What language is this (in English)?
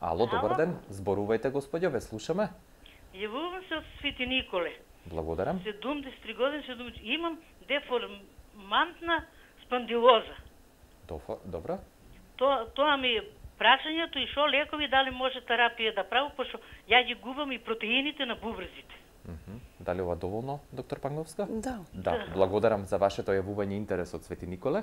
Macedonian